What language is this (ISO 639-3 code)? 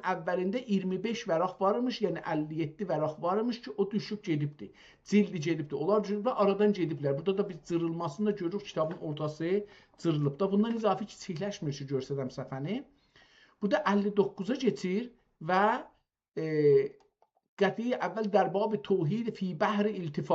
azb